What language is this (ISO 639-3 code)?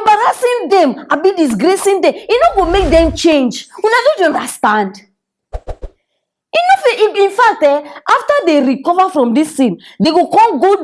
pcm